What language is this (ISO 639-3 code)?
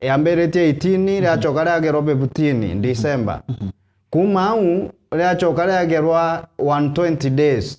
mer